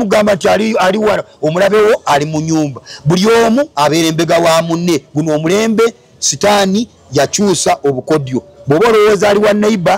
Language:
Ganda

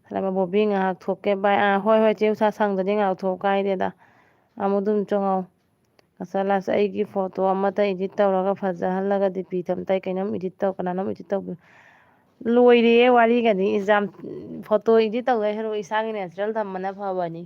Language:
Manipuri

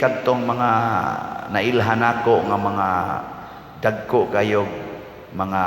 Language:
Cebuano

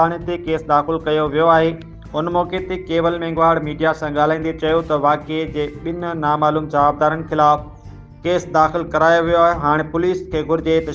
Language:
Sindhi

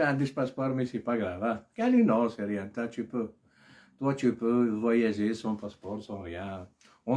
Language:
Algerian Arabic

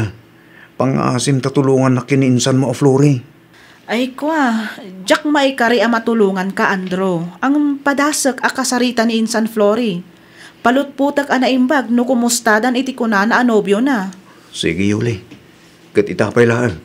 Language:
Iloko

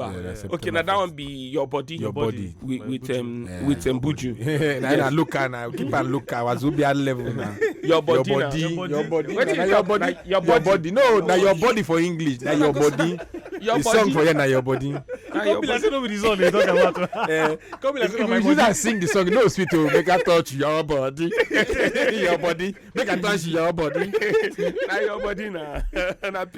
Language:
Nigerian Pidgin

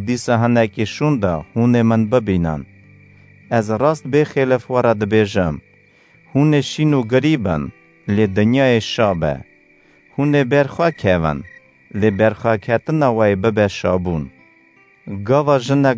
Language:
Kurdish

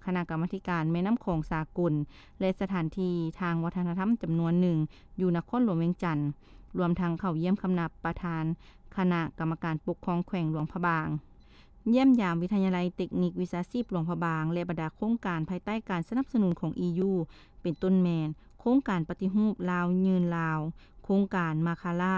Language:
Lao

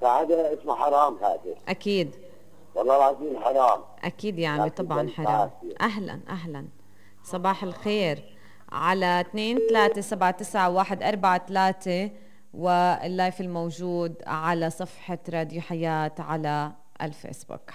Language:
North Levantine Arabic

